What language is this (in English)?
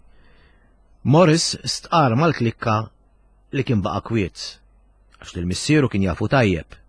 Maltese